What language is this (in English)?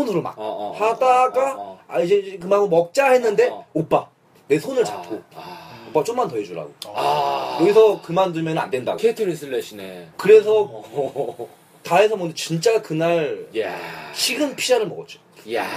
Korean